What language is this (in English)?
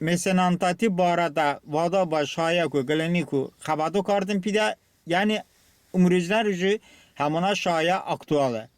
Talysh